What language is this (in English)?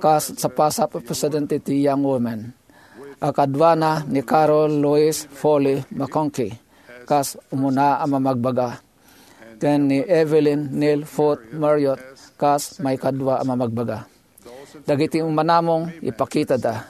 Iloko